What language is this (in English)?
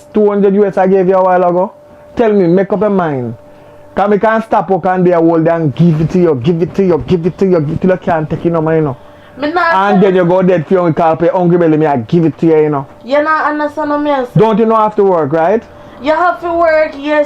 Jamaican Creole English